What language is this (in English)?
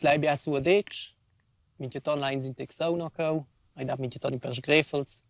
Romansh